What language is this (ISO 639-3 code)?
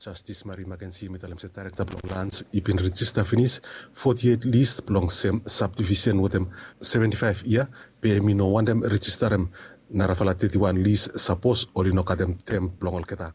bis